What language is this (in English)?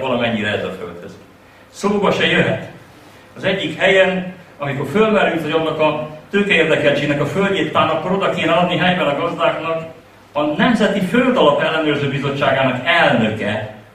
Hungarian